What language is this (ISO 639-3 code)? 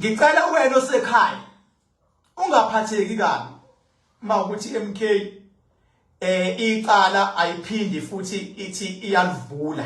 zul